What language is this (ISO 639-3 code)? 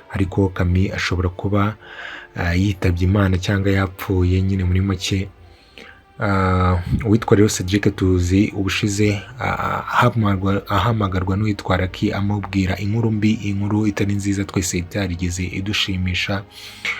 kin